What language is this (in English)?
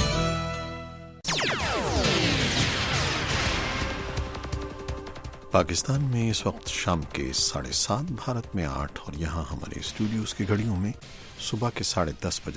Urdu